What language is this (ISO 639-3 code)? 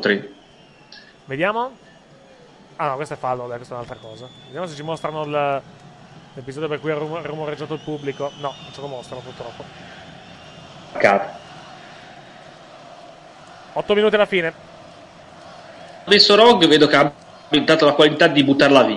ita